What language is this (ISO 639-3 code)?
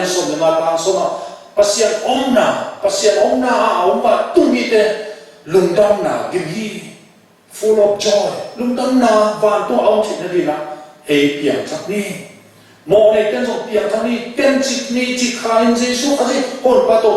ctd